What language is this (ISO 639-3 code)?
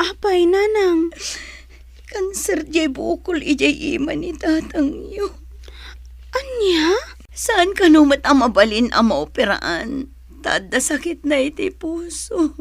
ilo